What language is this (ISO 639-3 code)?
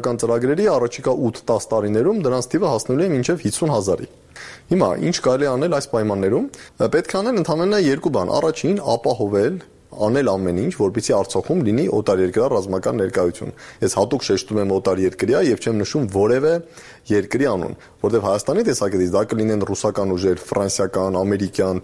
hye